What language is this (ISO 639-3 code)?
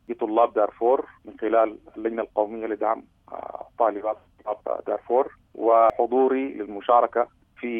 apd